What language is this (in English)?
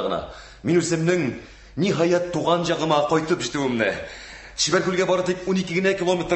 Tatar